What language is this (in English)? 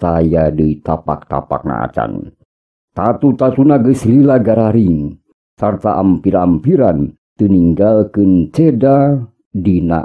Sundanese